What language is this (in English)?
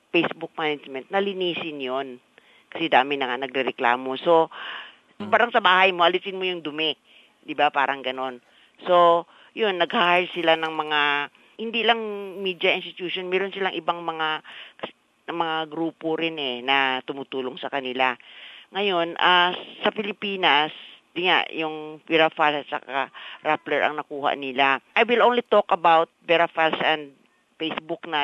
Filipino